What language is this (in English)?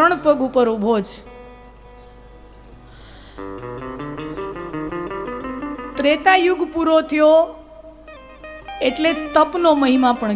Gujarati